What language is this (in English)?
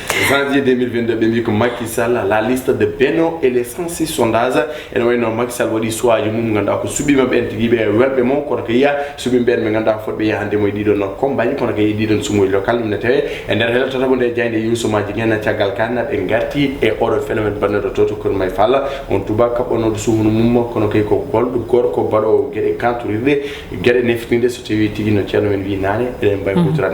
Fula